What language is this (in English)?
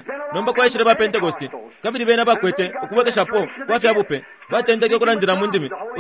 Bemba